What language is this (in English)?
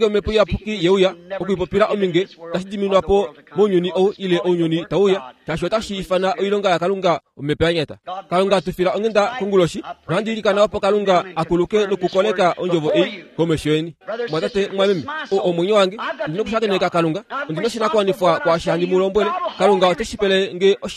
Kuanyama